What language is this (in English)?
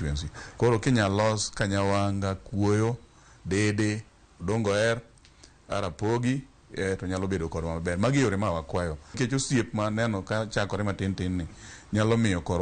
Luo (Kenya and Tanzania)